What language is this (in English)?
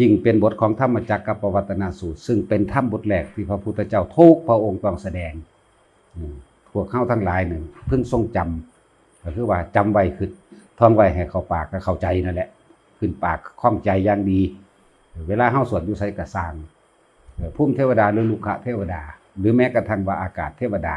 Lao